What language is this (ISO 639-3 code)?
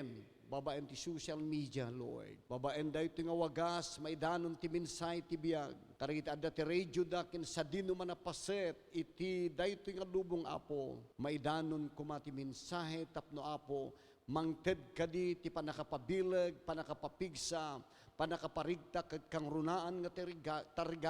ilo